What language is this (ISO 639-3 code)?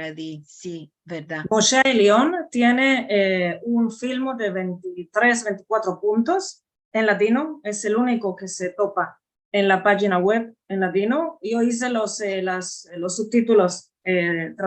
lad